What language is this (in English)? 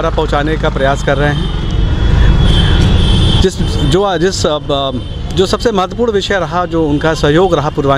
Hindi